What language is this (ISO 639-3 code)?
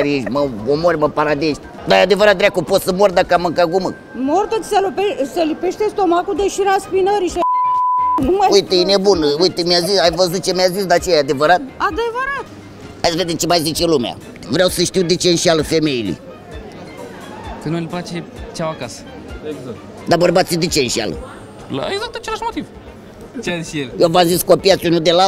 ron